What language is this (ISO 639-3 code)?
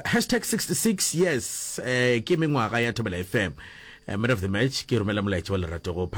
nso